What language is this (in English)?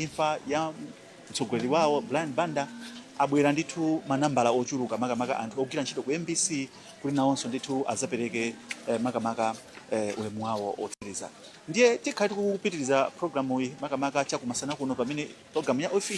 Nyanja